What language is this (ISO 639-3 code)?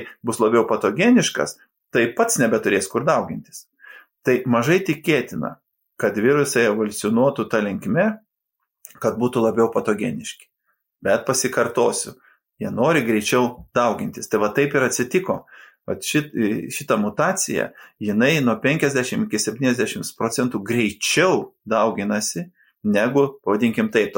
lit